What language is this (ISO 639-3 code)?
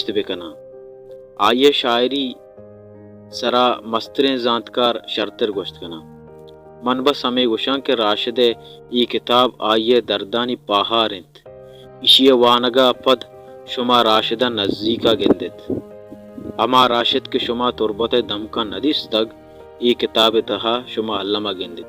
bal